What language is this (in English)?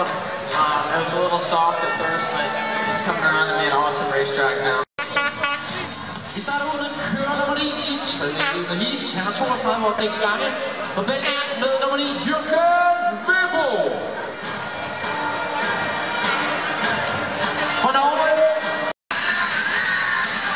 Danish